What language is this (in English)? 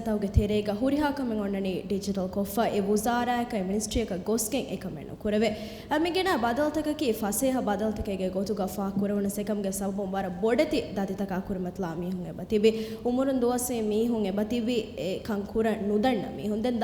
Divehi